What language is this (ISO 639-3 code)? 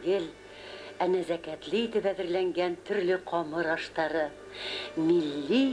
bak